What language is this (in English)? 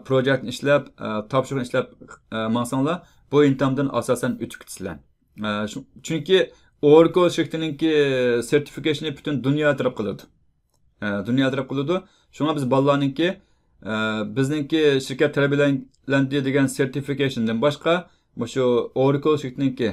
Uyghur